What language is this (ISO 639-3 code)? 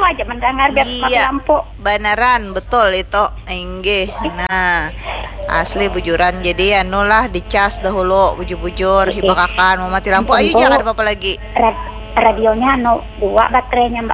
bjn